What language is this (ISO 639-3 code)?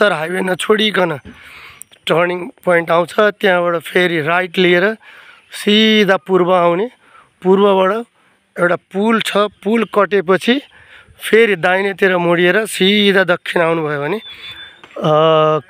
nep